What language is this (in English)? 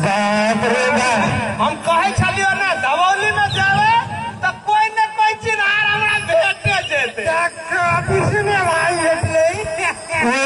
Maithili